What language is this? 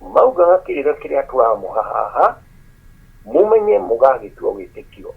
Kikuyu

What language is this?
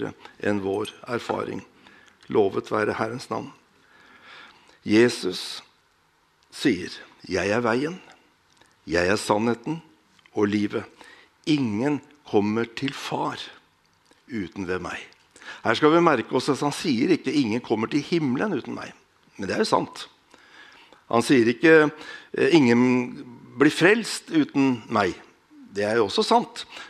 Norwegian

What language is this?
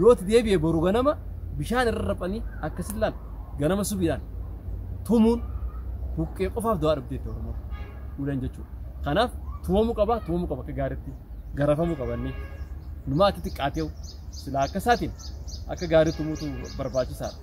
Oromo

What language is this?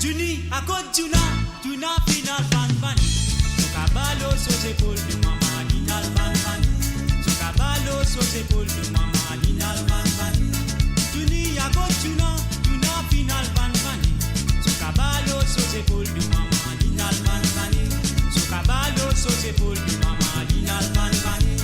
Morisyen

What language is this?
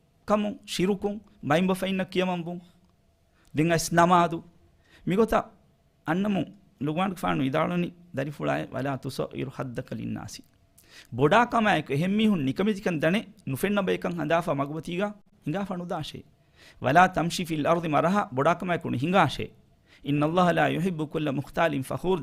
Divehi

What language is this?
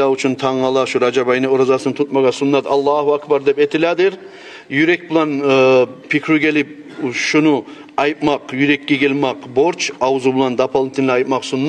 Kumyk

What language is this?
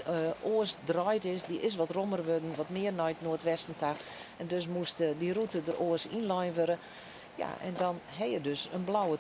Western Frisian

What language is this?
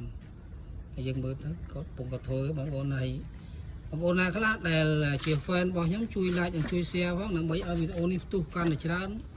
Khmer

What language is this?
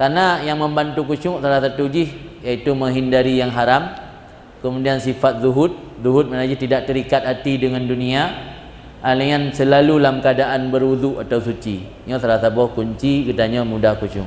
Achinese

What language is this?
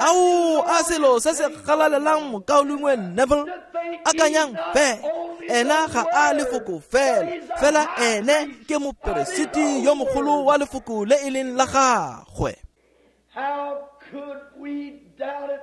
Tswana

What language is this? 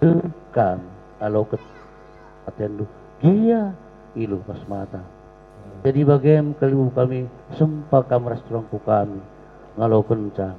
Batak Karo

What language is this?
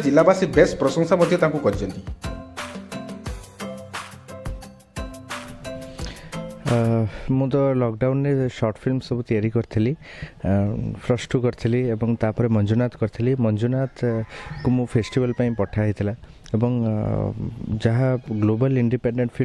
Odia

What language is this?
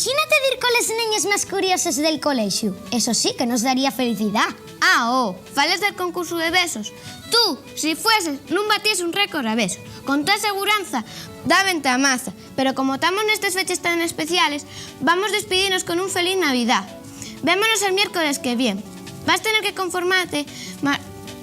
Asturian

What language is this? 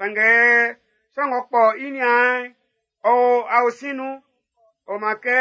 Baoulé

